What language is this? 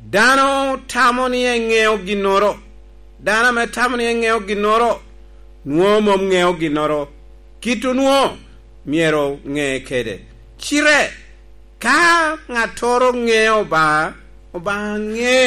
Lango (Uganda)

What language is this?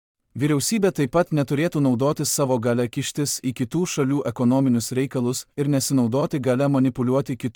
Lithuanian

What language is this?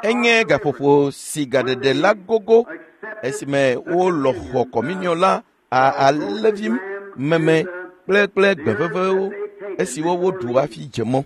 Ewe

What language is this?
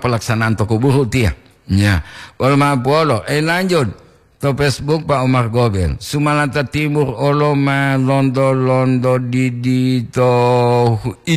Gorontalo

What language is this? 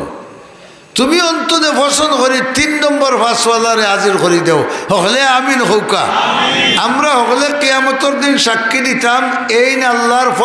Sylheti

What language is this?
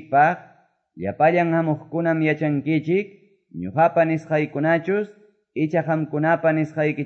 Quechua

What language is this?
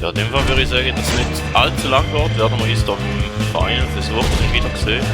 Swiss German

